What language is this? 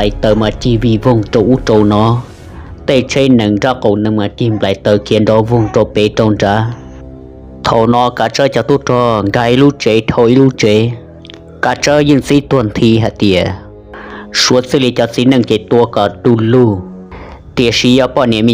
Hmong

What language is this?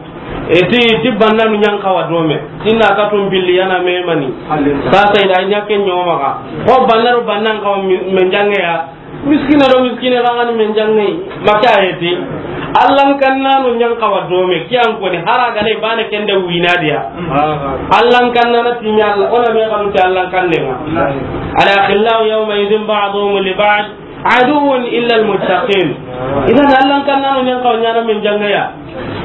Soninke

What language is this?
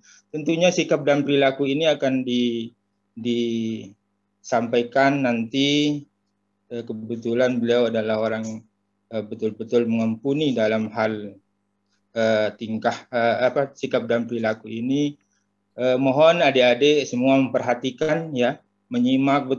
Indonesian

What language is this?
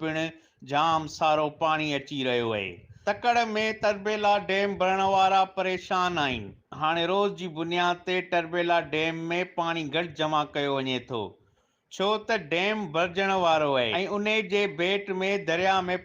Sindhi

